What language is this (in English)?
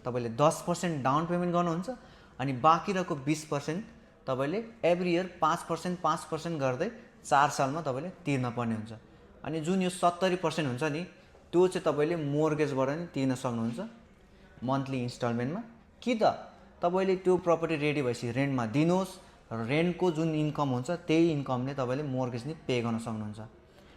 Nepali